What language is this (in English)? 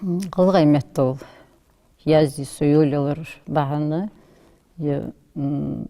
Ingush